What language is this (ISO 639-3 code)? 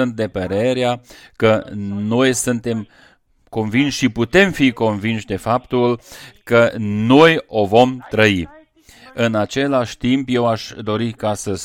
ron